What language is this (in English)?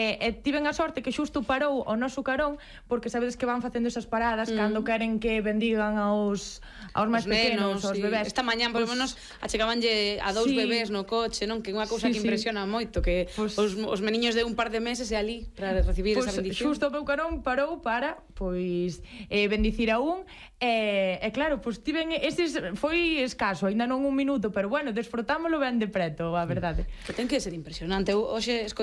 Galician